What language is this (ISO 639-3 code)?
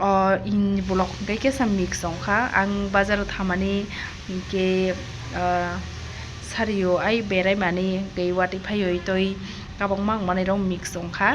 trp